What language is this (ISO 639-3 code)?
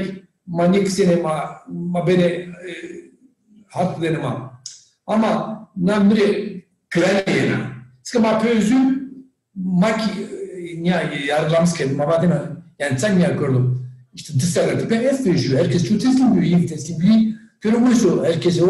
zza